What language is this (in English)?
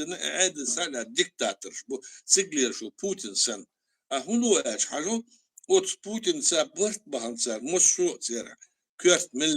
Chechen